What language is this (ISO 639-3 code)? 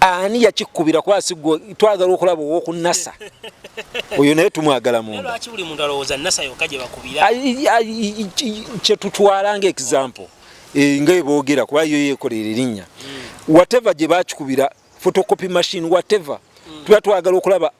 lug